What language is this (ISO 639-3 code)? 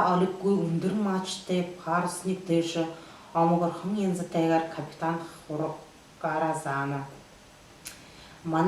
bua